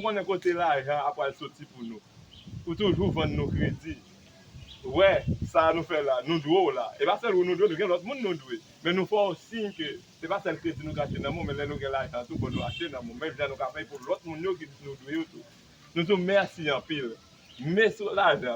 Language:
Haitian Creole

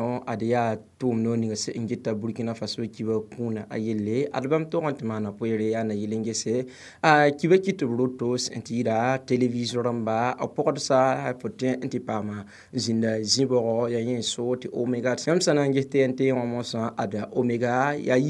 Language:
Mossi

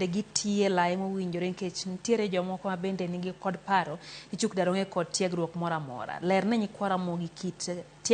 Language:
Luo (Kenya and Tanzania)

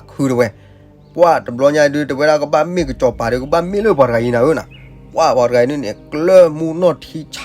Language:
S'gaw Karen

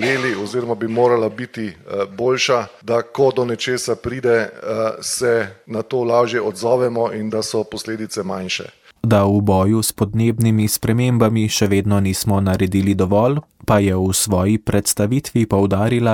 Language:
Slovenian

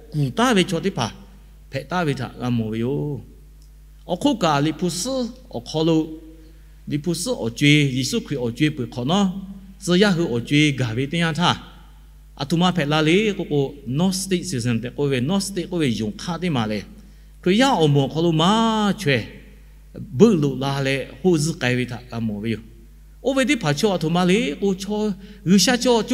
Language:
Lahu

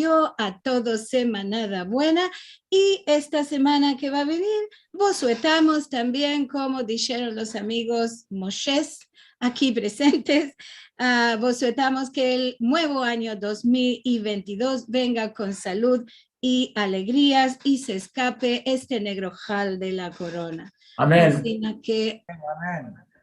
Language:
Ladino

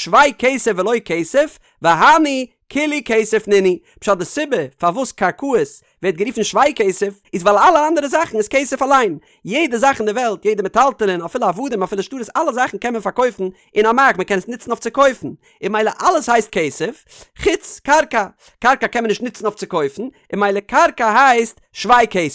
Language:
Yiddish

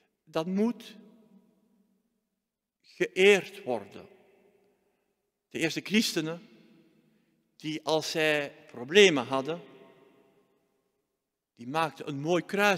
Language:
Dutch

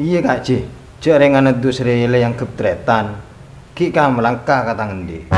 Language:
Madurese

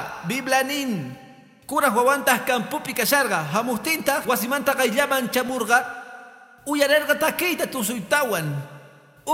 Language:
Quechua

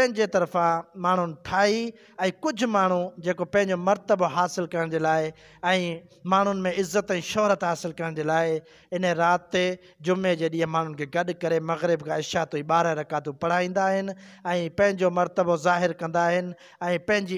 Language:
Sindhi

